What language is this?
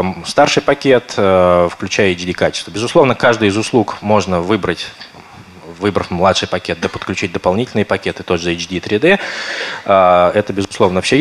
Russian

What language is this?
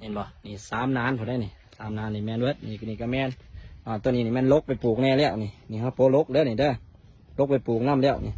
Lao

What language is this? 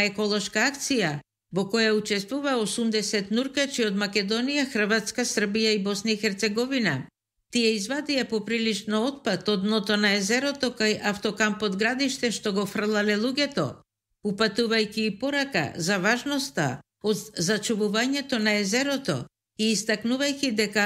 Macedonian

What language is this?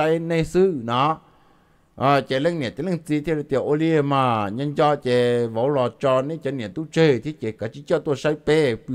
Vietnamese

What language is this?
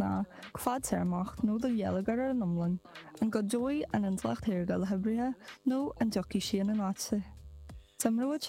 Irish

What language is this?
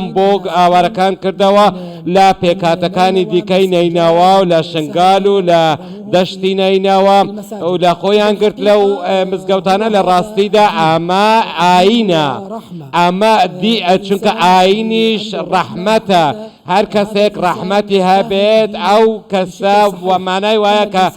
Central Kurdish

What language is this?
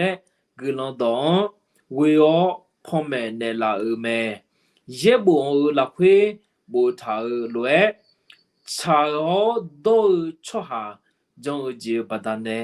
Akha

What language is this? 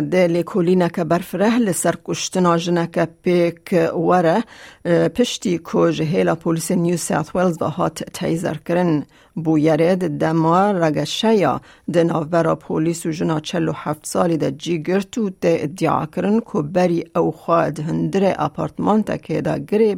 Kurdish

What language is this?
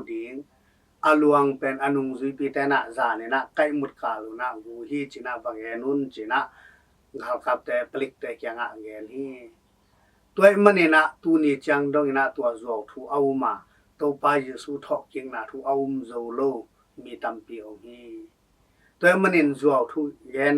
Tedim Chin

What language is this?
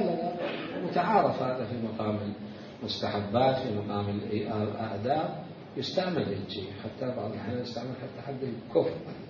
Mesopotamian Arabic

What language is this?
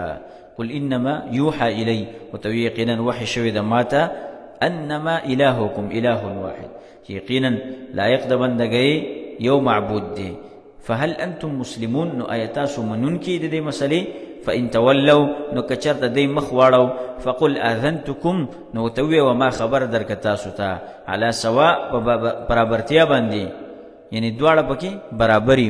Pashto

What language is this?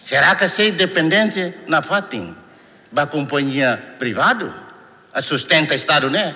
Tetum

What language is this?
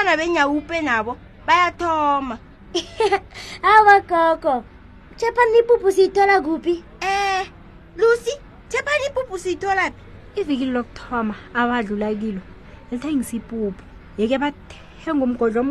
South Ndebele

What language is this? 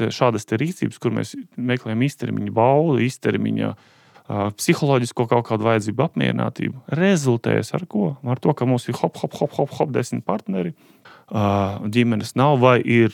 Latvian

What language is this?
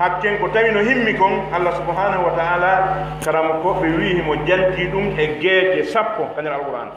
Pular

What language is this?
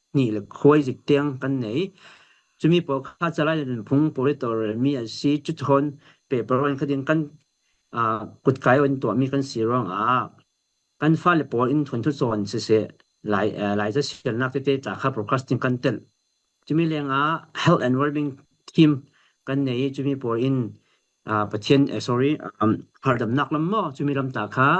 Falam Chin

